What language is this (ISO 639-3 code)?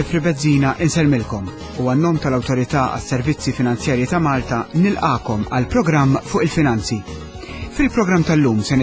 mlt